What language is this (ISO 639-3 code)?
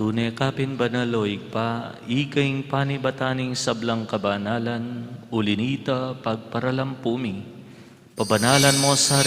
pam